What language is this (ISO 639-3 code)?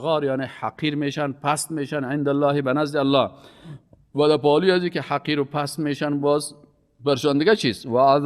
fas